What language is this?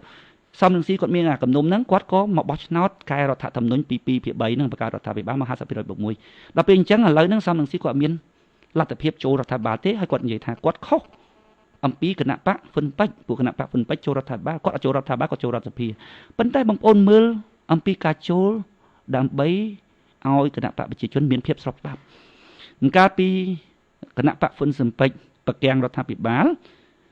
Khmer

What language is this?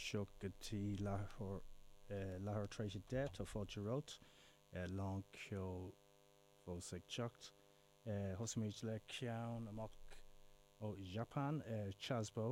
Irish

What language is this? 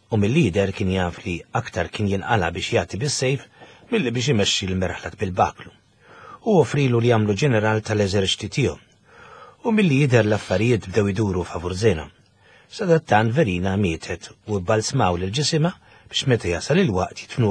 Maltese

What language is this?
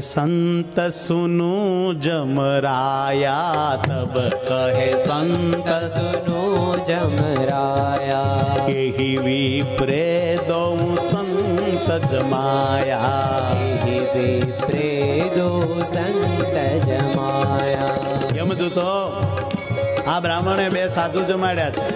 Gujarati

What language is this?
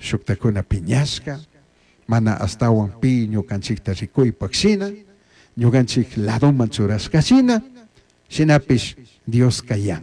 Chimborazo Highland Quichua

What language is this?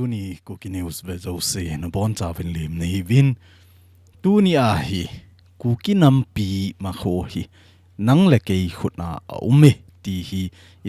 Thado Chin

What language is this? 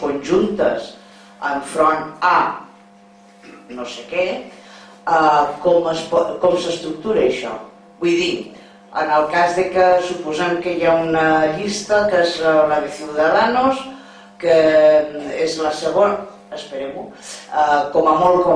Catalan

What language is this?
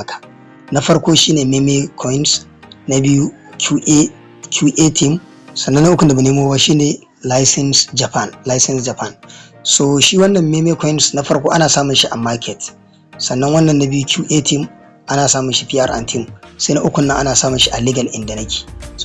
Hausa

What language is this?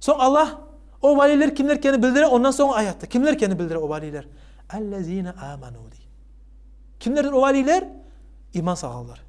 Kumyk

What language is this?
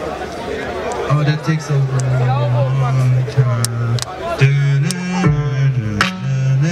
German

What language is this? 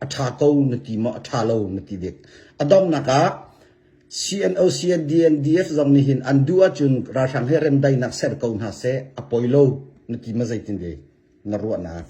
Hakha Chin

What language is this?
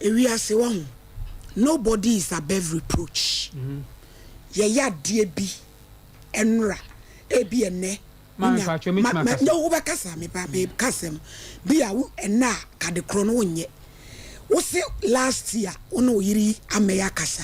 Akan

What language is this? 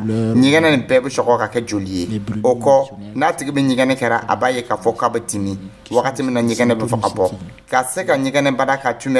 Dyula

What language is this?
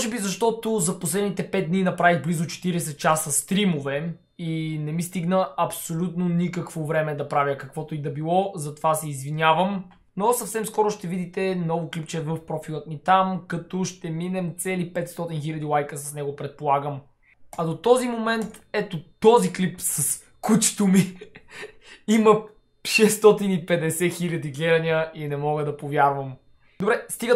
Bulgarian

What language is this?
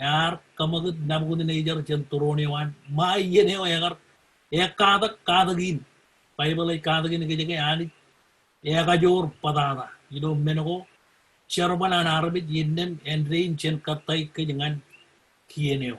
Marshallese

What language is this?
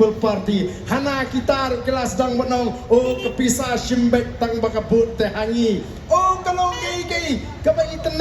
Khasi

